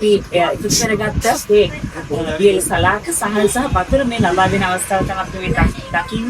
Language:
Sinhala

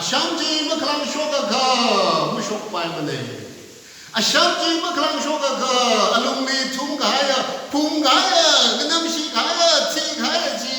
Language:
Tangkhul Naga (India)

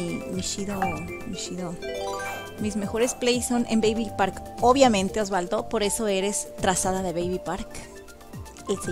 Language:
Spanish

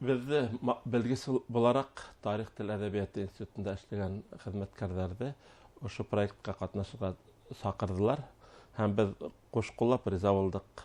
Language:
Bashkir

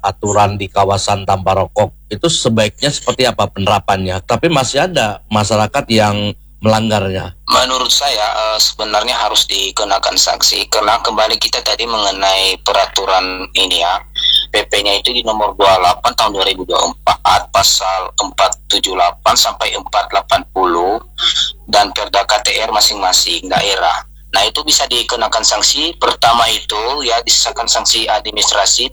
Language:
Indonesian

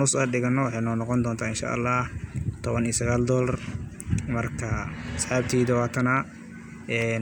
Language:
Somali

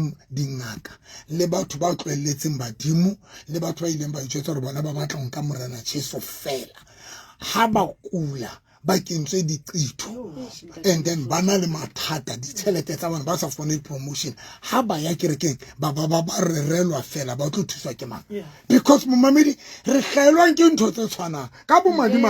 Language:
Southern Sotho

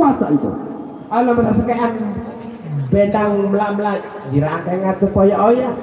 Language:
Sasak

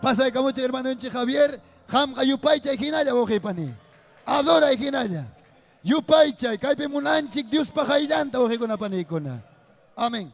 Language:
Ayacucho Quechua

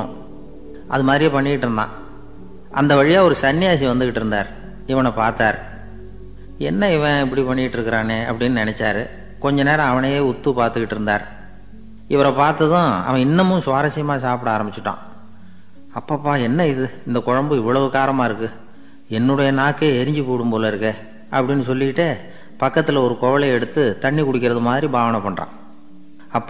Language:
Tamil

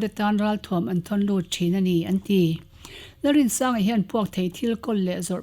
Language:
Mizo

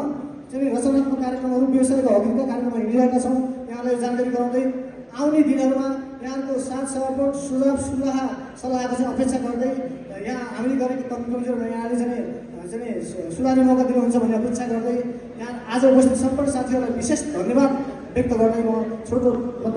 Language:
Nepali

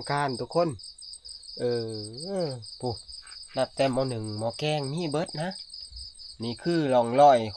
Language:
Northeastern Thai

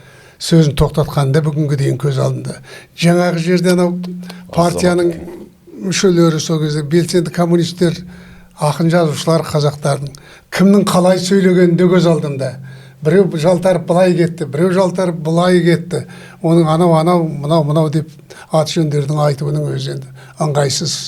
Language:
Kazakh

